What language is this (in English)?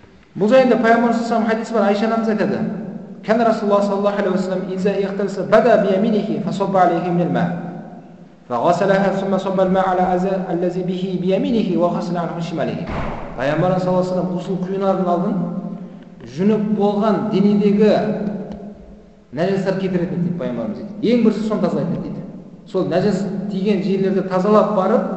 Kazakh